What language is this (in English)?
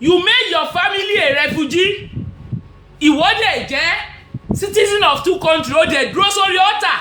Yoruba